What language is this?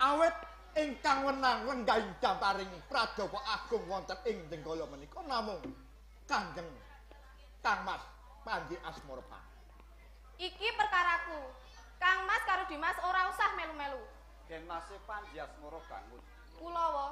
Javanese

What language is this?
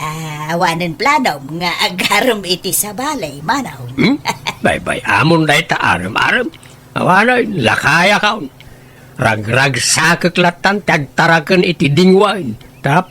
Iloko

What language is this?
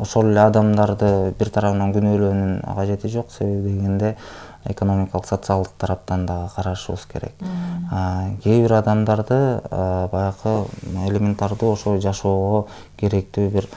Kyrgyz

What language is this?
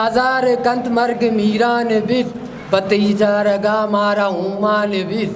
Eastern Balochi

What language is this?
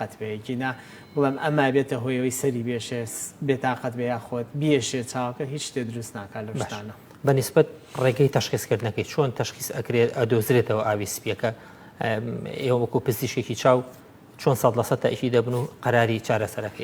Central Kurdish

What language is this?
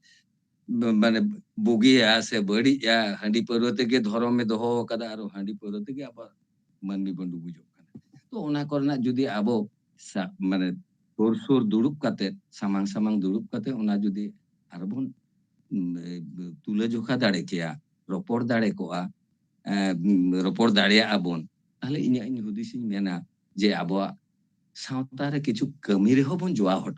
Santali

